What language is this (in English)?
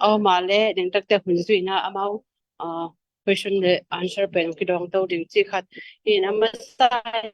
Tedim Chin